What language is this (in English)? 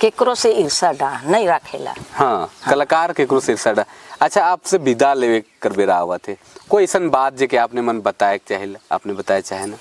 Sadri